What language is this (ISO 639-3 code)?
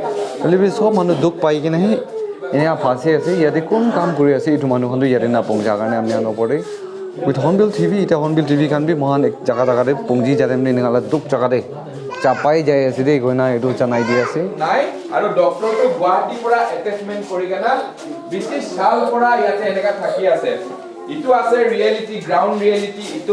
nag